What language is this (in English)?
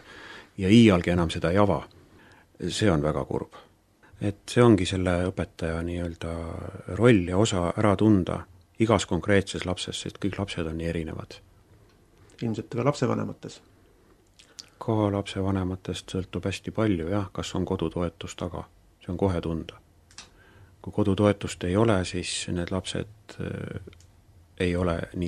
Estonian